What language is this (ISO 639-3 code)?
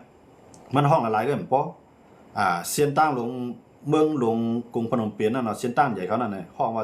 shn